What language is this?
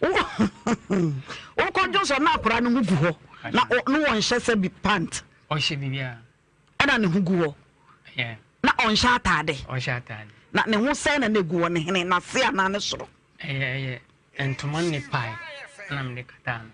Akan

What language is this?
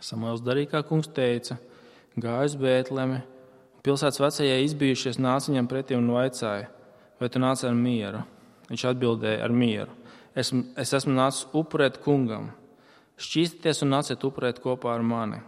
Latvian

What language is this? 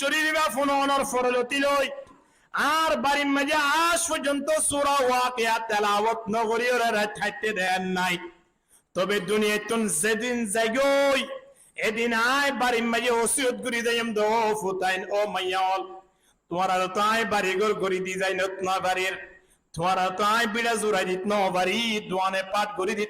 Rohingya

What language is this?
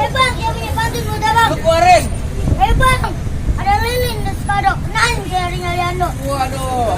Betawi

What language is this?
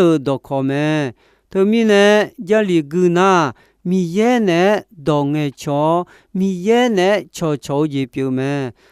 Akha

